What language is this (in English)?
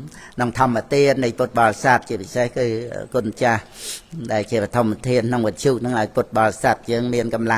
Khmer